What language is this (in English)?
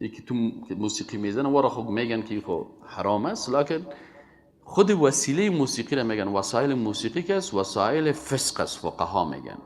Persian